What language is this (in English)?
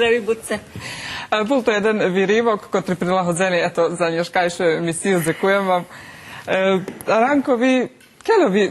Rusyn